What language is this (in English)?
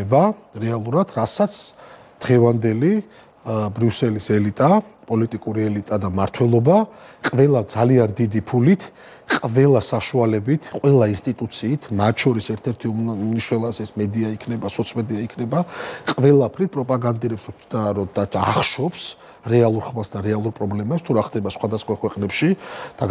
Georgian